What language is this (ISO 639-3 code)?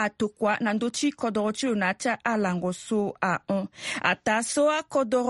sag